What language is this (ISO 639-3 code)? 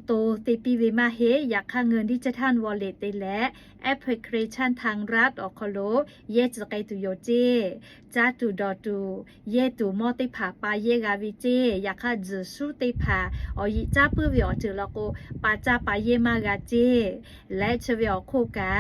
lhu